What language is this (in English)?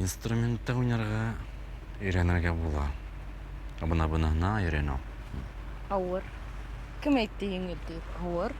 Bashkir